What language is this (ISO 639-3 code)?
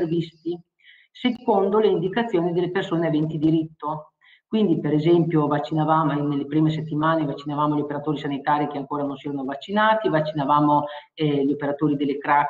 ita